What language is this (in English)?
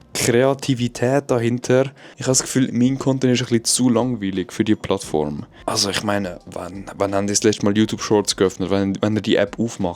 Swiss German